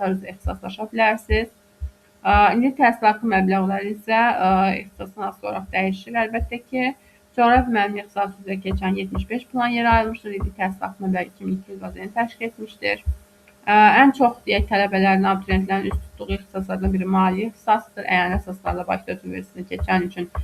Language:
Azerbaijani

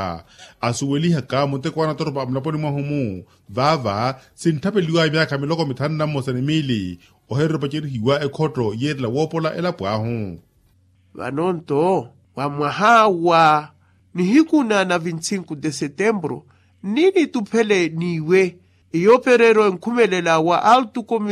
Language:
Makhuwa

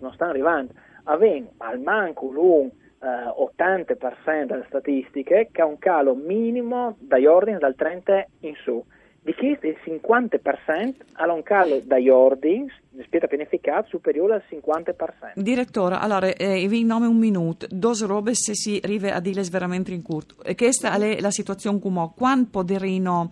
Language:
Friulian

